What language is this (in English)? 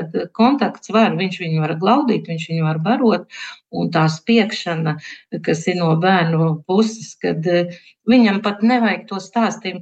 Latvian